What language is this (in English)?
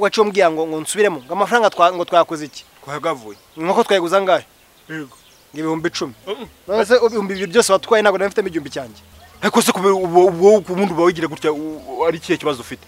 Kinyarwanda